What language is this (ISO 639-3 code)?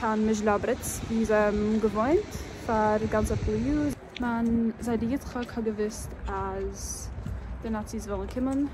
yid